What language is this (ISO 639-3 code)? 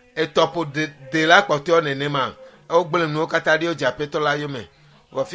ewe